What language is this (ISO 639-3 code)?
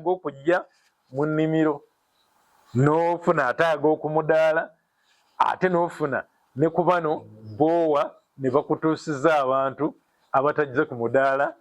lug